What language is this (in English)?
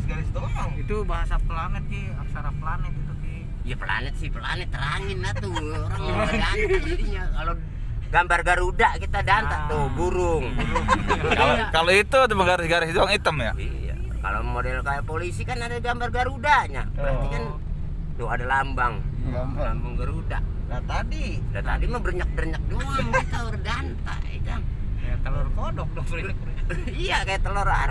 Betawi